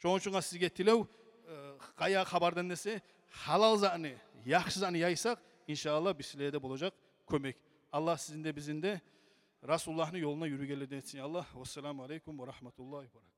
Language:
Kumyk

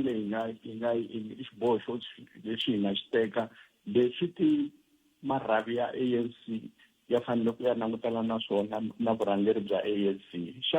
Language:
Tsonga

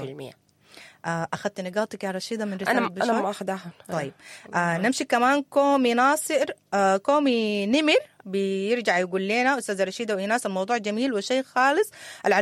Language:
Sudanese Arabic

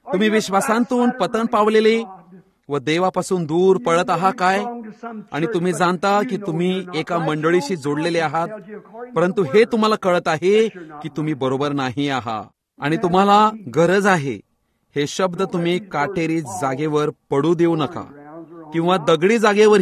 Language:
Marathi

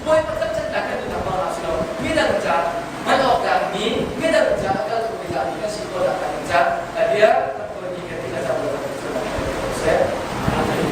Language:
Hakha Chin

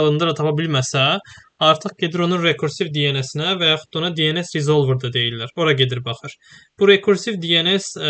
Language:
Azerbaijani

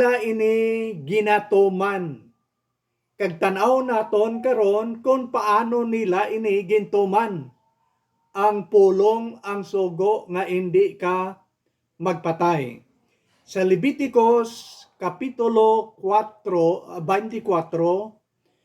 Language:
Hiligaynon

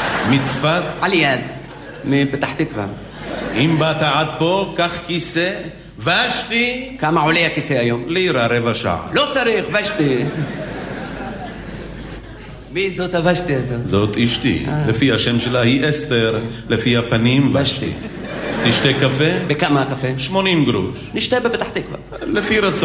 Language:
Hebrew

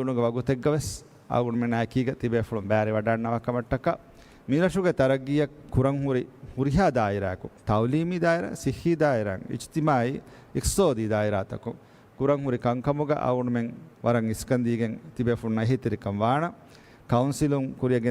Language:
Divehi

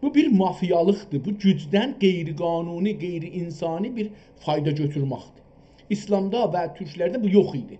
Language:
South Azerbaijani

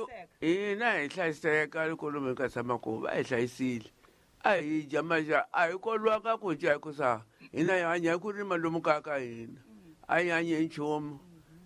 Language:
Tsonga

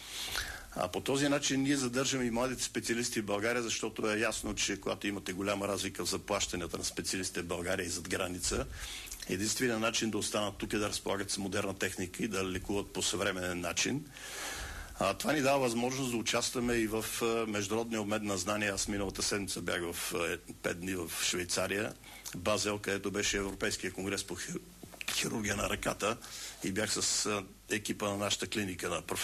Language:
Bulgarian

